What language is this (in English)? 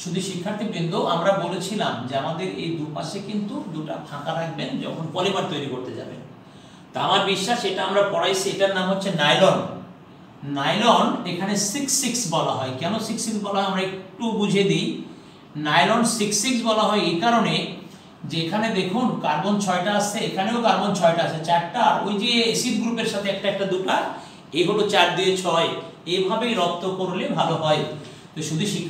Bangla